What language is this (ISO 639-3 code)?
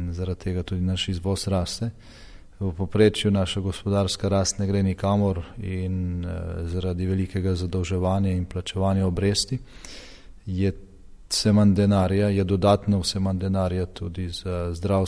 slv